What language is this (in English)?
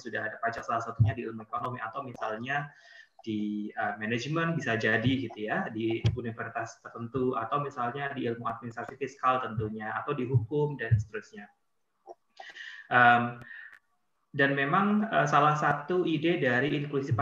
Indonesian